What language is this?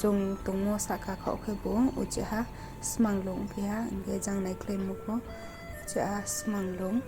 Riang (India)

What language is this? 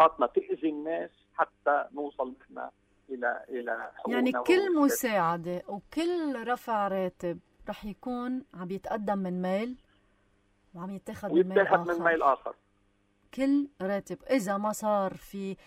North Levantine Arabic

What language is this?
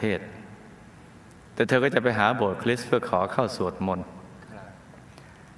Thai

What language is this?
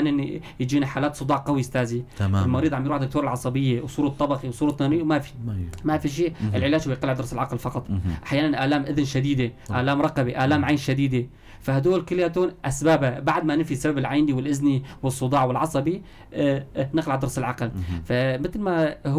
North Levantine Arabic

